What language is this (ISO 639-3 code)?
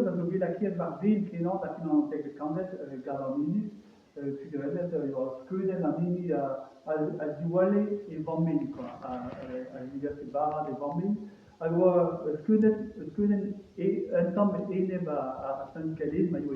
bre